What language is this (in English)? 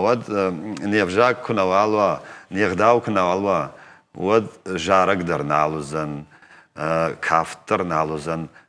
Ossetic